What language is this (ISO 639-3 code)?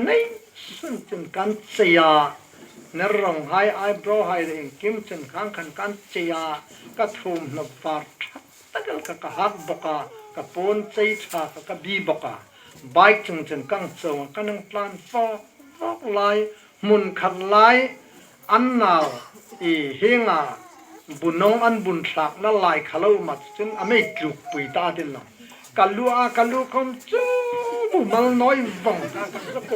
hmr